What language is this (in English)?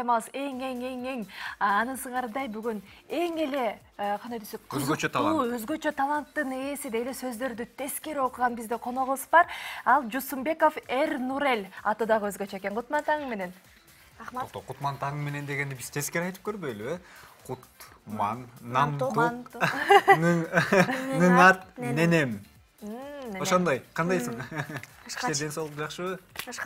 Kyrgyz